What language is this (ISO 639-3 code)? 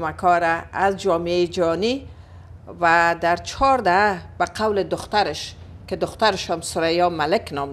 fas